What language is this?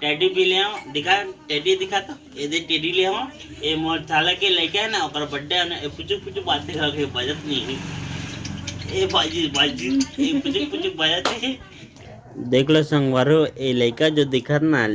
Chhattisgarhi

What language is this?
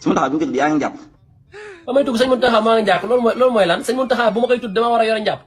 Wolof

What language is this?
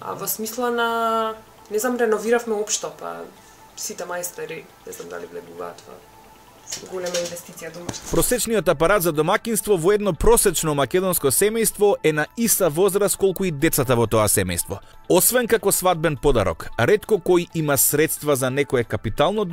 Macedonian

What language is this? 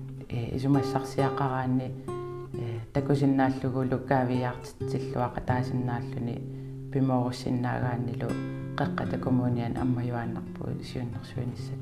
Kalaallisut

